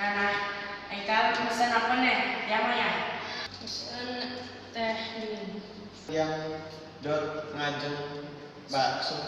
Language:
Balinese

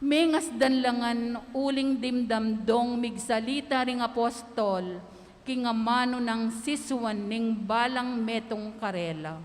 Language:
Pampanga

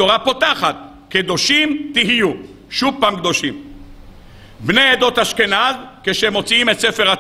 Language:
Hebrew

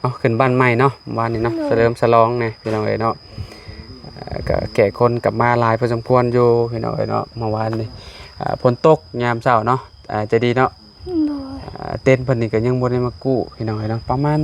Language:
Lao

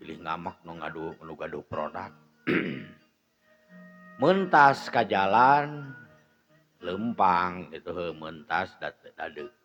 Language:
Sundanese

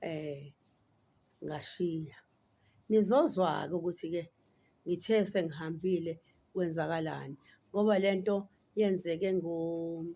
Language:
Zulu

